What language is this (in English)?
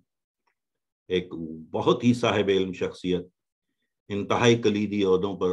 Urdu